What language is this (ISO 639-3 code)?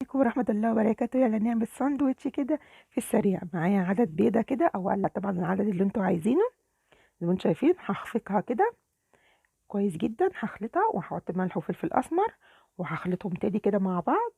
arz